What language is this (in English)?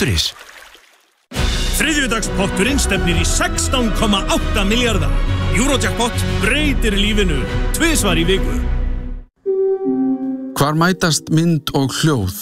Icelandic